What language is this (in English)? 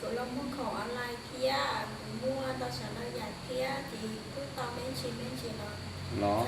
Hmong